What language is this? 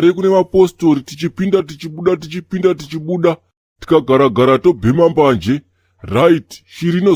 Shona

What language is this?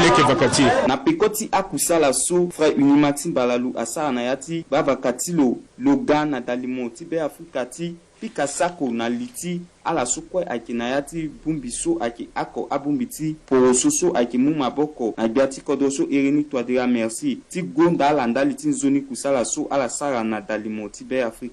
Sango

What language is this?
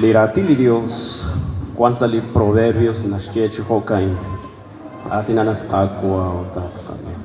Kekchí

